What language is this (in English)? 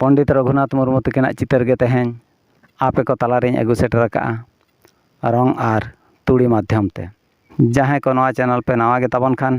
Santali